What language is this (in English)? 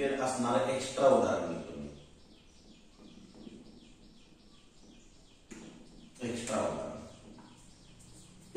Marathi